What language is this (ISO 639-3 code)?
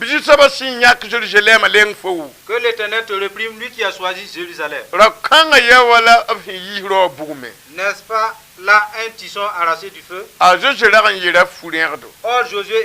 mos